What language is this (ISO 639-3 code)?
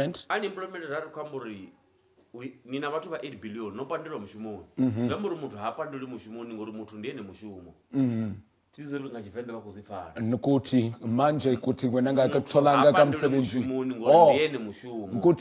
ven